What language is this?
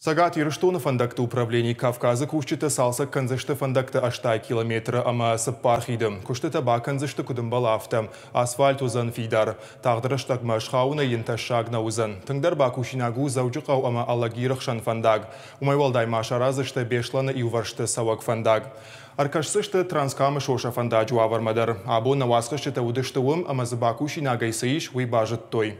Ossetic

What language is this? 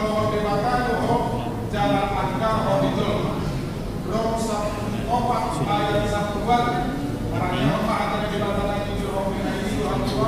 Batak Toba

